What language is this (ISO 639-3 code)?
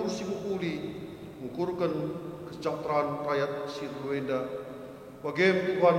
btx